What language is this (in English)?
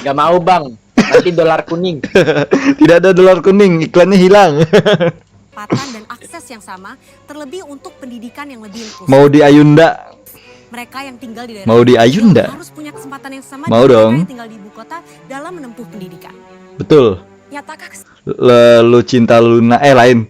Banjar